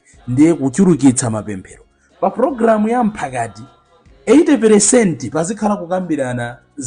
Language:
Nyanja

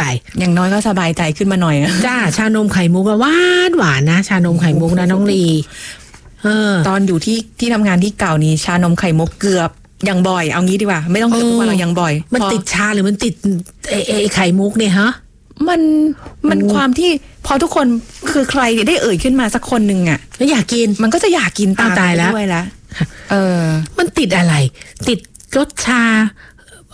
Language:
Thai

